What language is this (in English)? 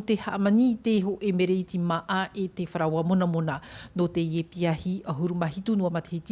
Tahitian